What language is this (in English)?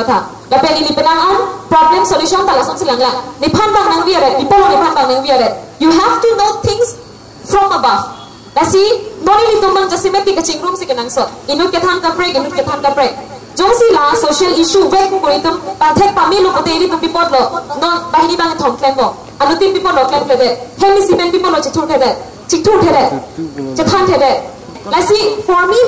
Karbi